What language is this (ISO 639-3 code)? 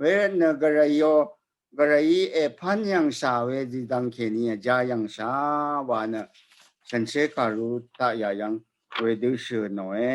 raw